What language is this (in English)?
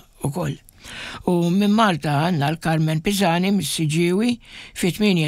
Maltese